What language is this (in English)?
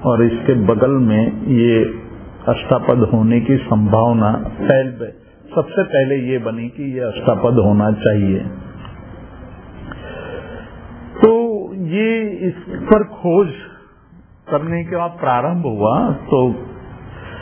Hindi